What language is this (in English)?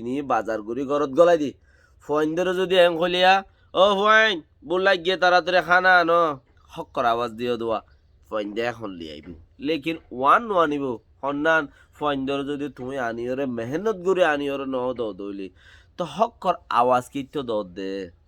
Rohingya